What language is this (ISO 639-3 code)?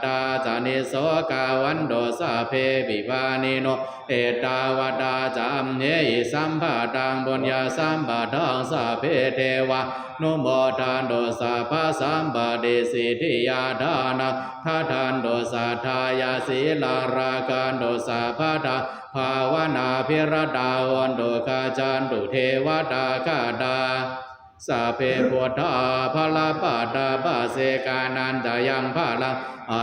pli